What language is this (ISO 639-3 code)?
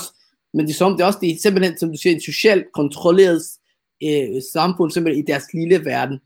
dan